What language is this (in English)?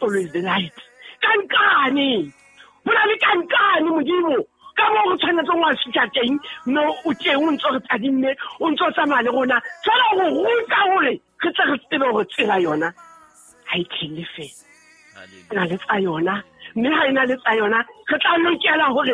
Southern Sotho